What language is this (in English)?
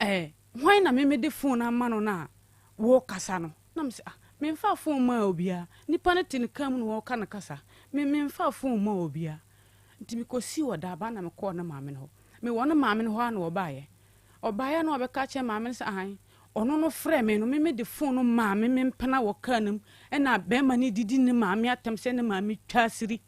Akan